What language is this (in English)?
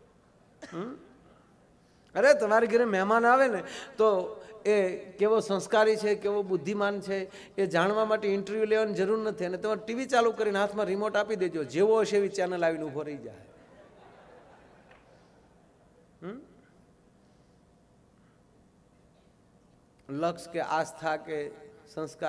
Gujarati